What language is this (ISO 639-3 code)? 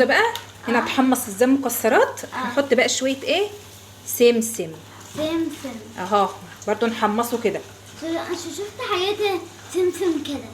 arz